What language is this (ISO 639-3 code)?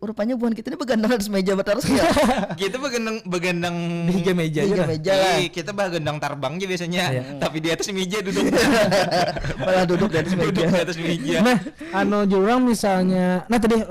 bjn